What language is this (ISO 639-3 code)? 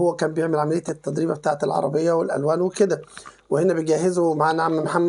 arz